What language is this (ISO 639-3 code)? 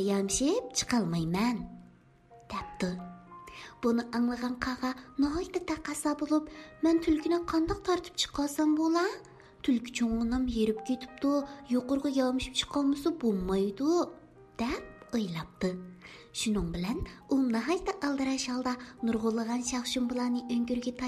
uig